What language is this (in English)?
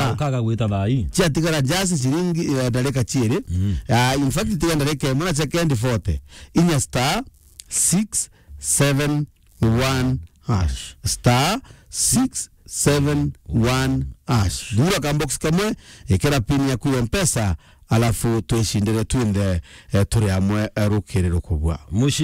Meru